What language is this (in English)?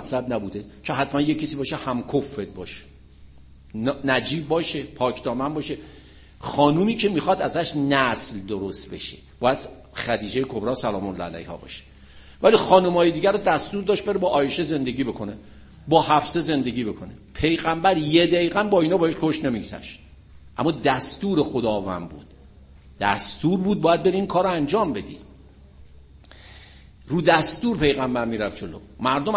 Persian